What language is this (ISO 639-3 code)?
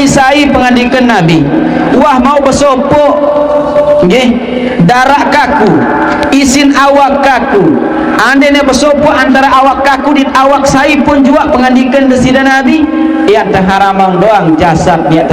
sas